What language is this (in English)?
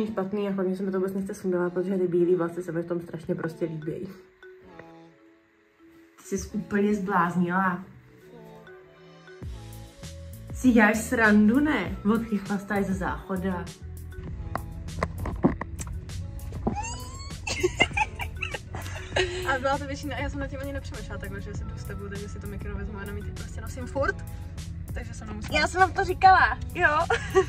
Czech